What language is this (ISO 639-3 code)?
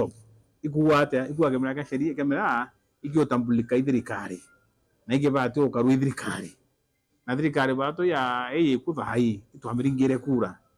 mer